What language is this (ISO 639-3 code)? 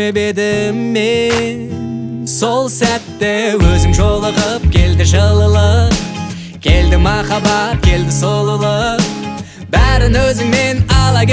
kaz